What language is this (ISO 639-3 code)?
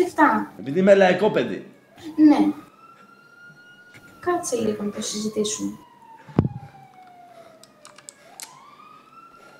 ell